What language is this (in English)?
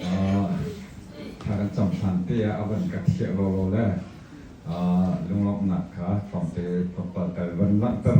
Hakha Chin